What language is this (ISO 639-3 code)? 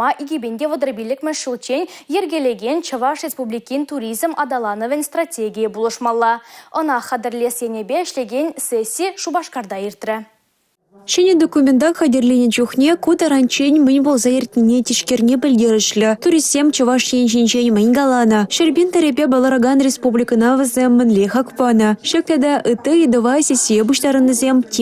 chv